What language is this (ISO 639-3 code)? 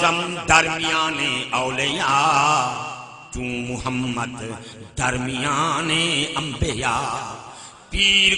skr